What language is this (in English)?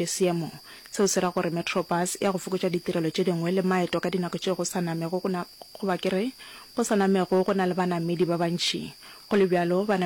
Northern Sotho